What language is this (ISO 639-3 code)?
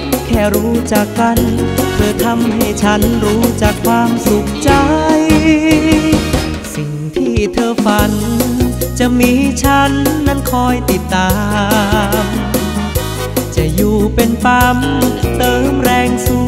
tha